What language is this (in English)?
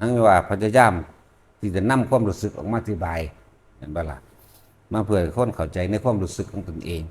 Northeastern Thai